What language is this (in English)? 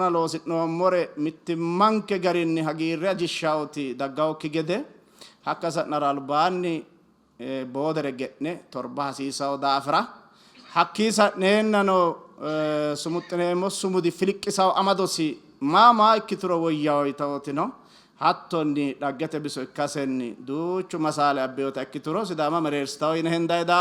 Sidamo